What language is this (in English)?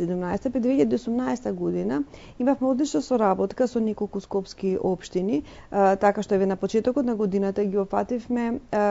Macedonian